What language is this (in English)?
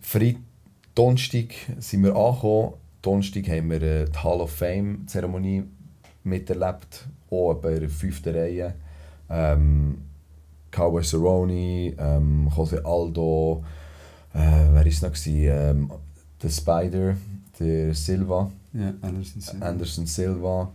Swiss German